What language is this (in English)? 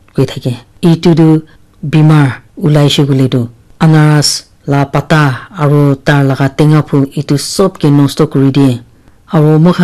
Naga Pidgin